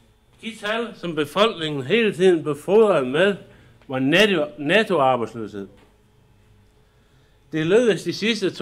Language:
Danish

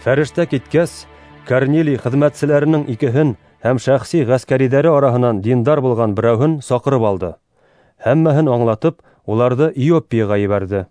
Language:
Bashkir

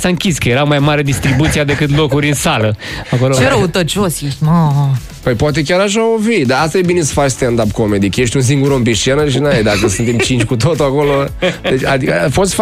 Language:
Romanian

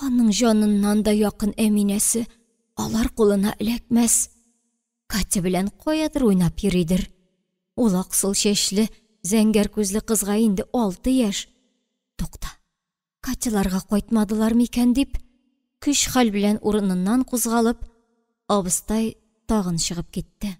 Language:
Tatar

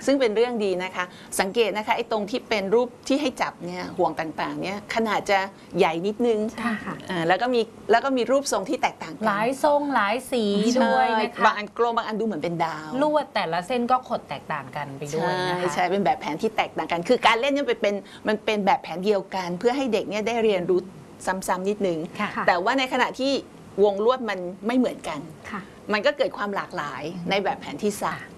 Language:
Thai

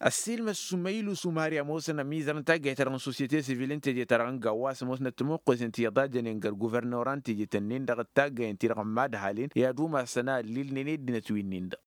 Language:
Tamasheq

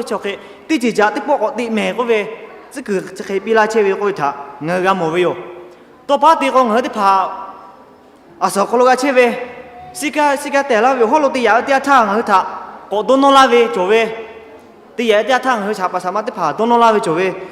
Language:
Lahu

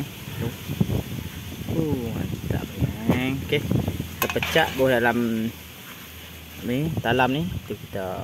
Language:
Malay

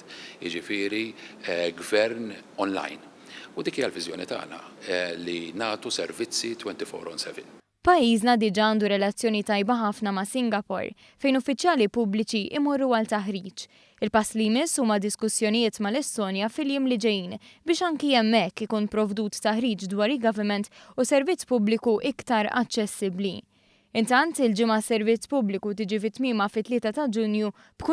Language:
Maltese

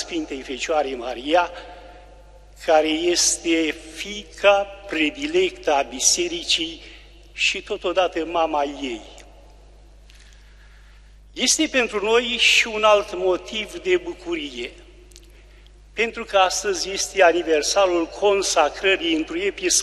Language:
Romanian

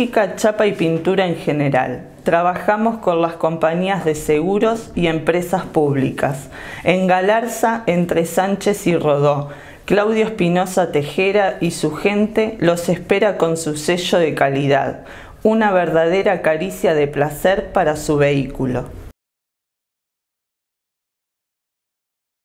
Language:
Spanish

